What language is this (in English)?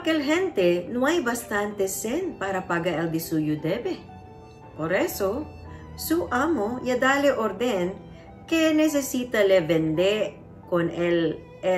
Chavacano